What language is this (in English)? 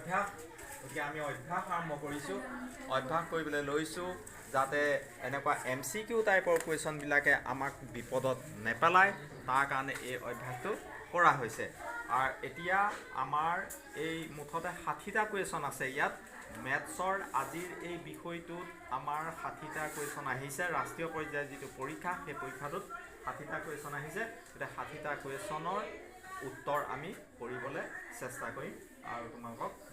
Assamese